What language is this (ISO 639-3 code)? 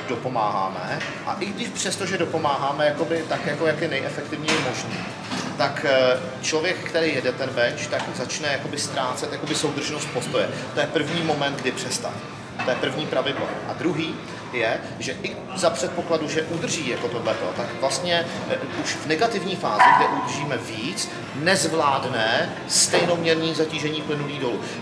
ces